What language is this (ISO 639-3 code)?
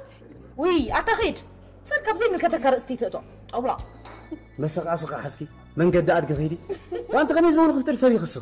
tir